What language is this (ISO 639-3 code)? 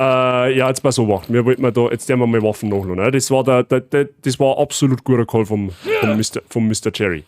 bar